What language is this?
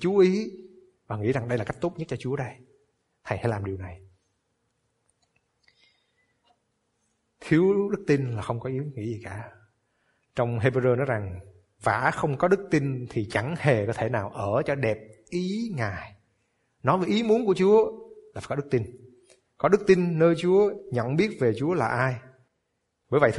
Vietnamese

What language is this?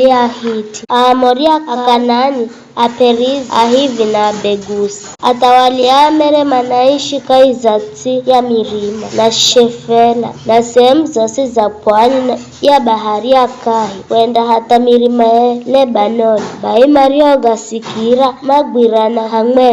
Giryama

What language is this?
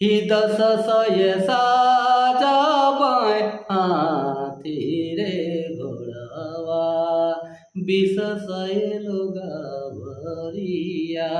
Sadri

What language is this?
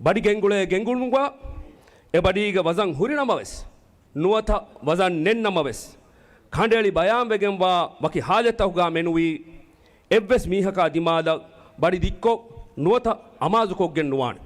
Divehi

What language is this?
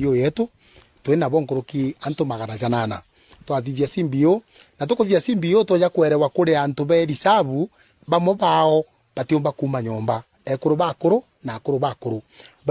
Meru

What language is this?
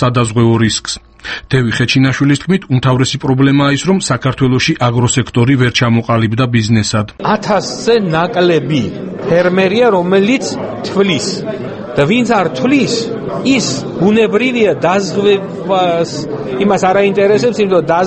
Georgian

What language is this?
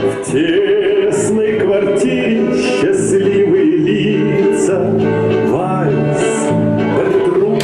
Yakut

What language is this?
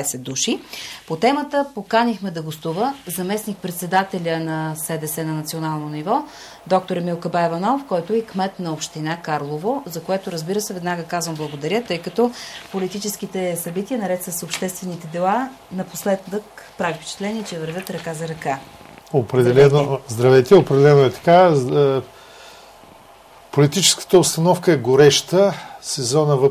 Bulgarian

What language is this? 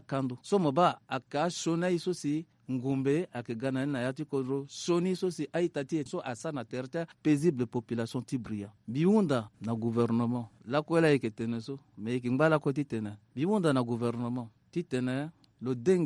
Sango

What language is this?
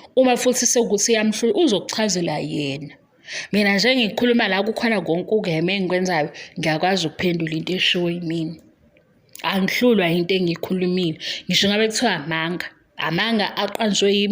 Zulu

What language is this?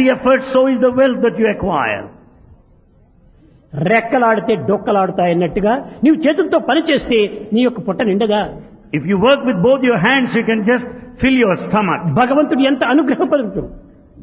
Telugu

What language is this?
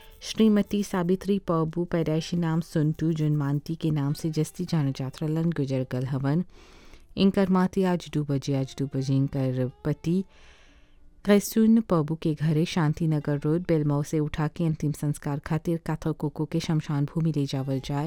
Bhojpuri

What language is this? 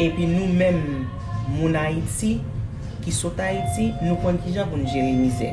Haitian Creole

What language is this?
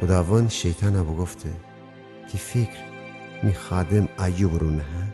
Gilaki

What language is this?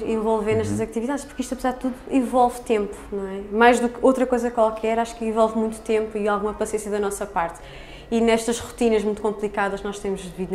Portuguese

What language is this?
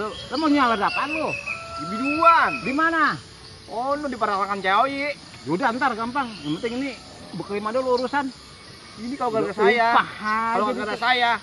Betawi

